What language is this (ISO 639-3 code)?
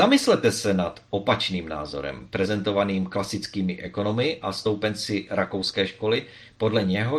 ces